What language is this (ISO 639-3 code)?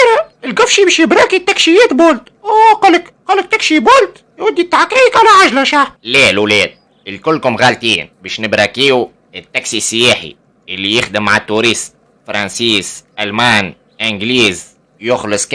aeb